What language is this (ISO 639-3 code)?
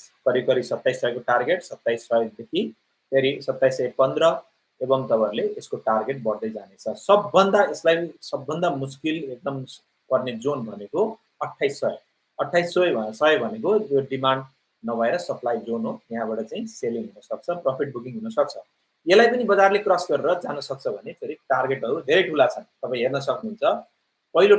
nep